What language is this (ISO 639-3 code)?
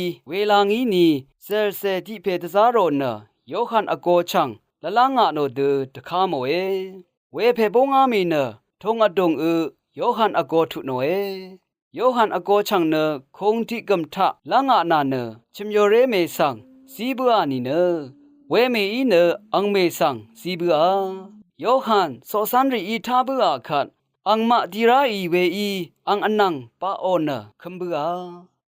raw